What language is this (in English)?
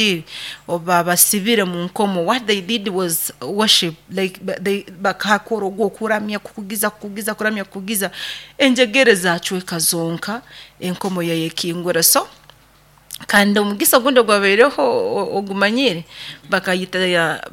Nyoro